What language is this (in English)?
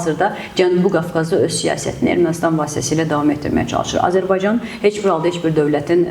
Azerbaijani